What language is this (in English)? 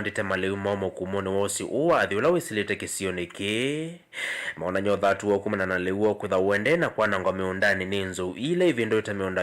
Kamba